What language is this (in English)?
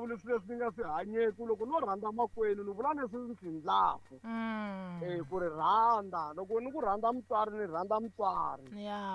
Tsonga